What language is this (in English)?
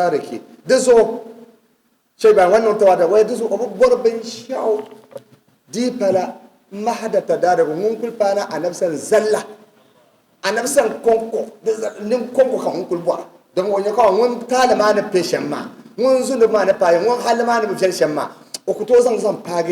Dagbani